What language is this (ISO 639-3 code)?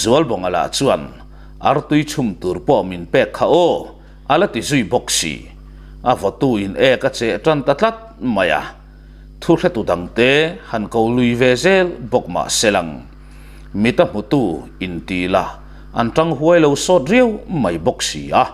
lus